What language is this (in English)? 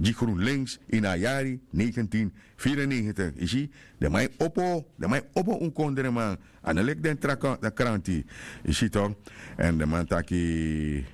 Sranan Tongo